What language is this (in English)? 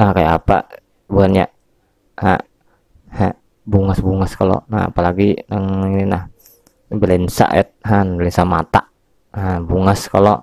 Banjar